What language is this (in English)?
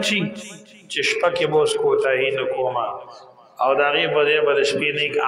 Pashto